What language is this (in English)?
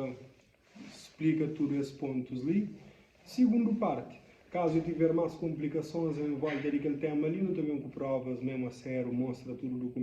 Kabuverdianu